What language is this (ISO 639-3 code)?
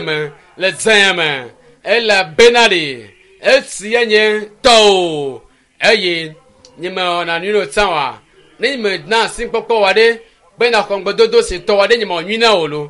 ewe